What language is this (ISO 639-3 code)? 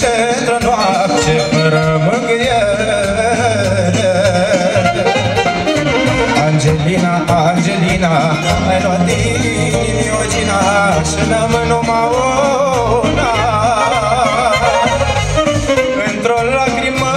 ron